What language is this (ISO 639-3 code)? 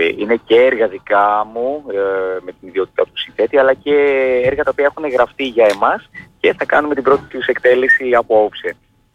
ell